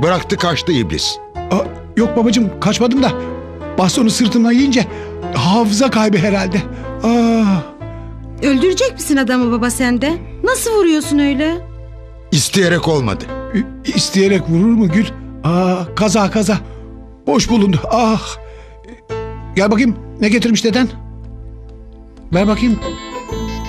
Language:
Turkish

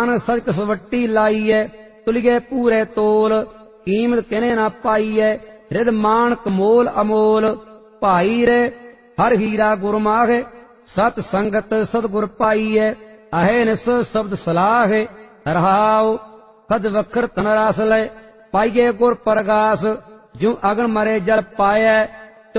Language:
Punjabi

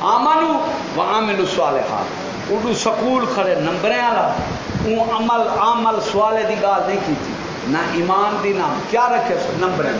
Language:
Saraiki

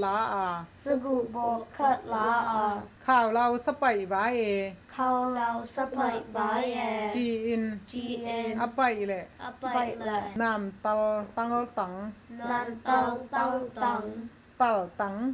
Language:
Tedim Chin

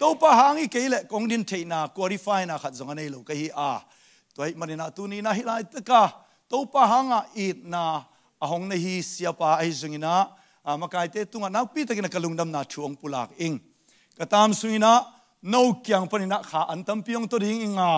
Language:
Tedim Chin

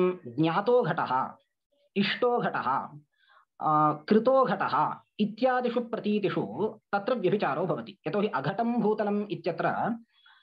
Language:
Sanskrit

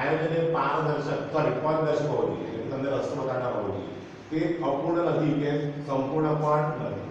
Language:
Gujarati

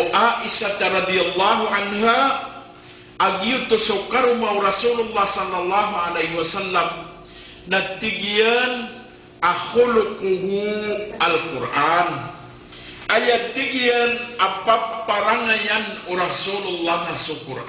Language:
Maranao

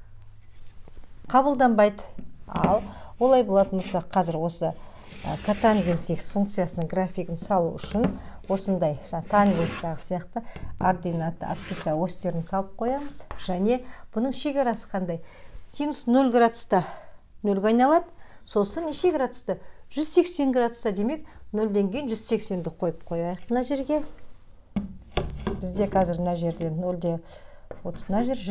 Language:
Kazakh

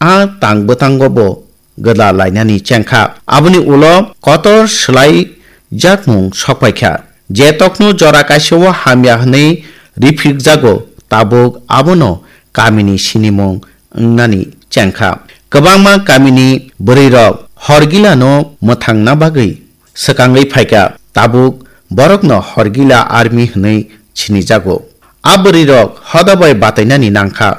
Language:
Kok Borok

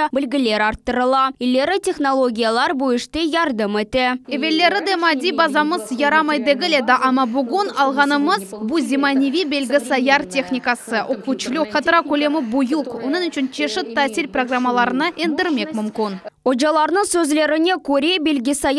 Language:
Crimean Tatar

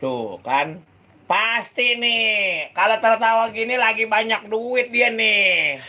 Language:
Betawi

